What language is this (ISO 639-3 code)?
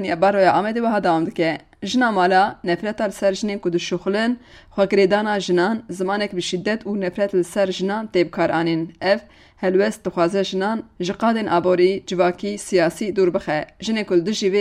kur